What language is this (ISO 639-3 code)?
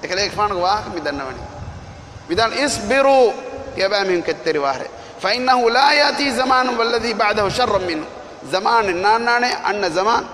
div